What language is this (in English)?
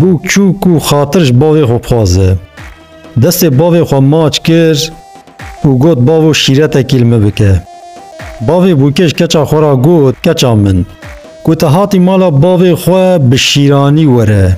Kurdish